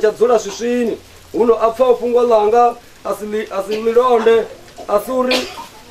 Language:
Venda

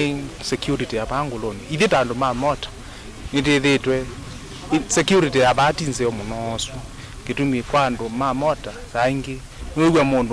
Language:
Kamba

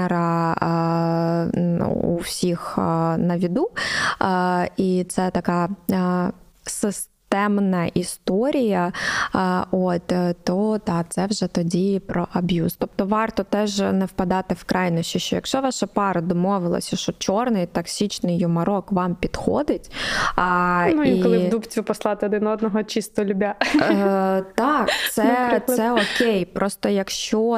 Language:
Ukrainian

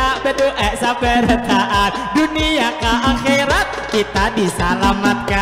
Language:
Banjar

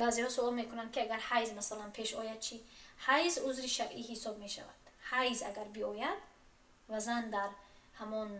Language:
Tajik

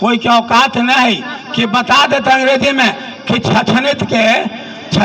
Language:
Magahi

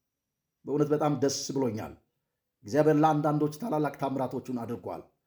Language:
Amharic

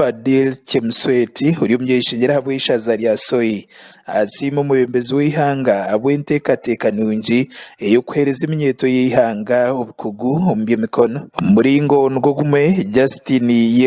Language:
Nyankole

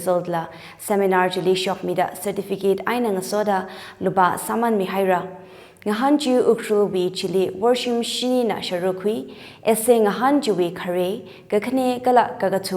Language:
Tangkhul Naga (India)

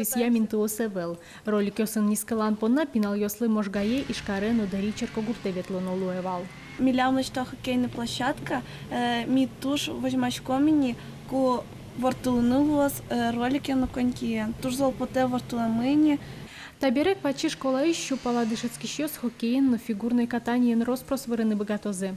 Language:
Udmurt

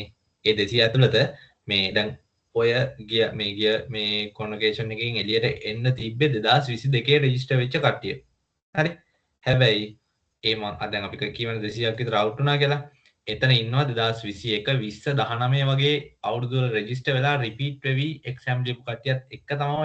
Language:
Sinhala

